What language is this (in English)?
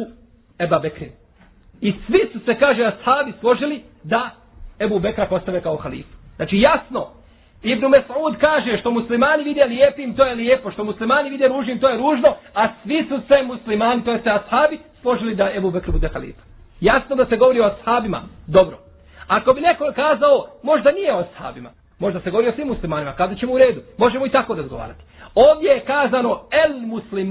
Bosnian